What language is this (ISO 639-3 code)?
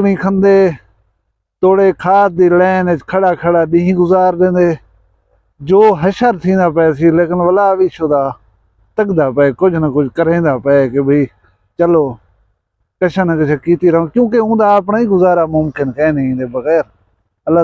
skr